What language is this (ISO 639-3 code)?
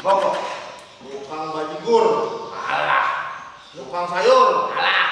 bew